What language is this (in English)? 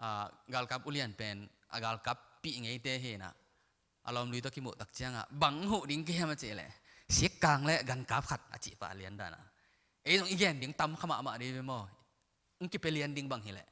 Tedim Chin